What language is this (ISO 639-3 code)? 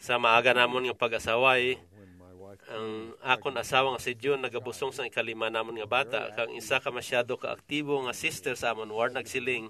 hil